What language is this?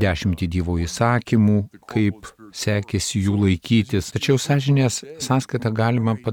Lithuanian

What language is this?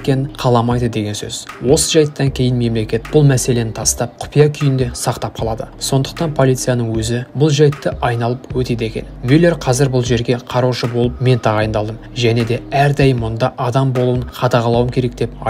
Kazakh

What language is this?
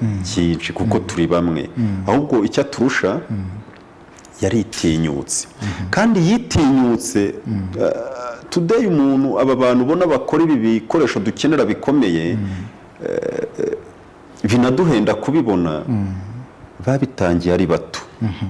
Kinyarwanda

